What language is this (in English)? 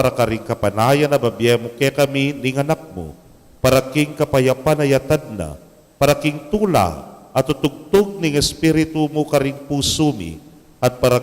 Pampanga